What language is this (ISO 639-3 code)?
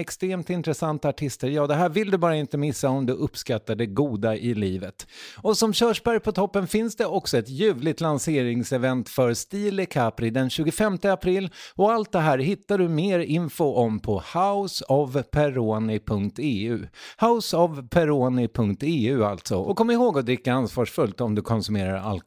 swe